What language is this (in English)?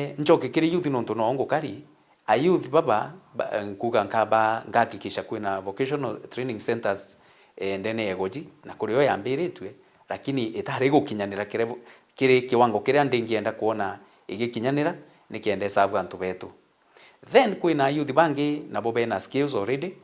Meru